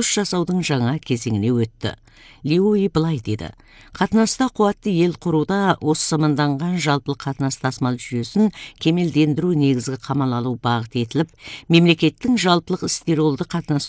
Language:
Kazakh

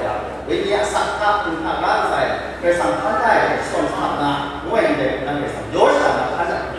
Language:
Kachin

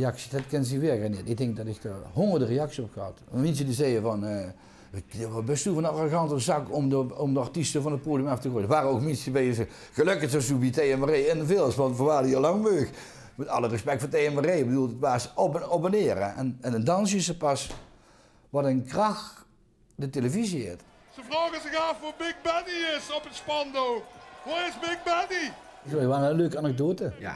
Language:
Limburgish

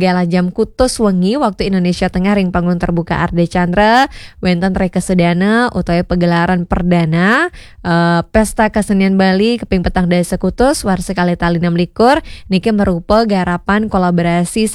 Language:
Balinese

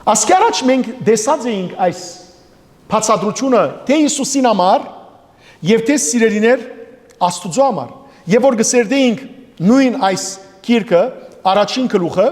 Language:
Western Armenian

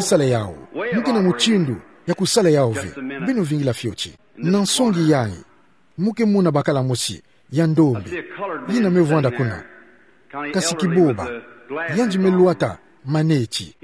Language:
Kituba (Democratic Republic of Congo)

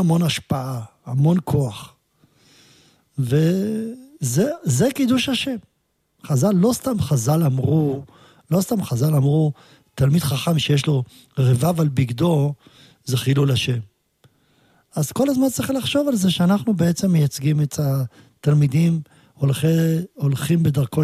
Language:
Hebrew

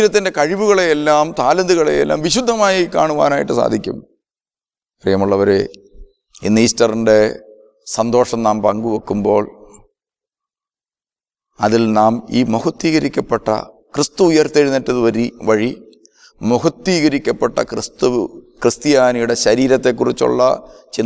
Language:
Malayalam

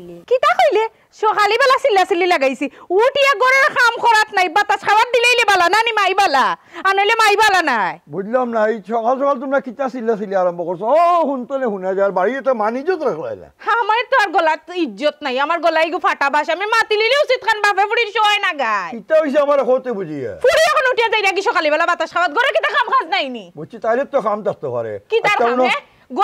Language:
Sylheti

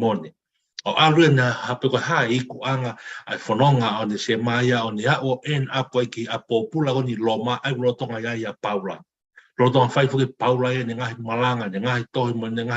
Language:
Tongan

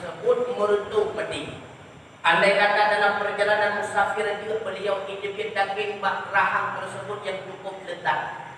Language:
Achinese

